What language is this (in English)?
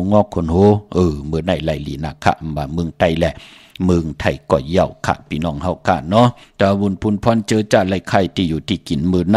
Shan